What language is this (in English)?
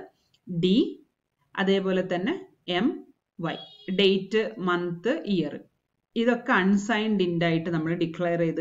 Malayalam